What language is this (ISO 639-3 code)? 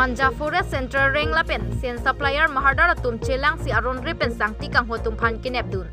mjw